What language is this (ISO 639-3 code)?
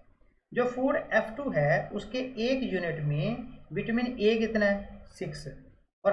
hin